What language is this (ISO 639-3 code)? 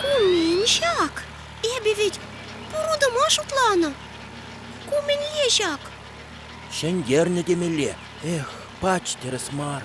chv